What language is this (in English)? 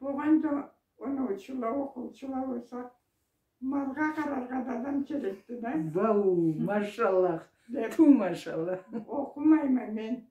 Karachay-Balkar